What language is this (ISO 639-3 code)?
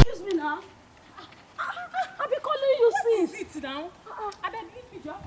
pcm